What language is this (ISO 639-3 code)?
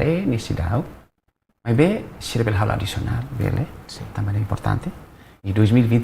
tet